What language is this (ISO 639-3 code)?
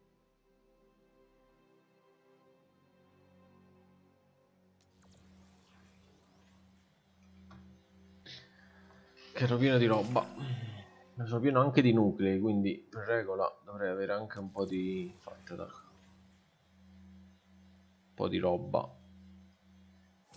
ita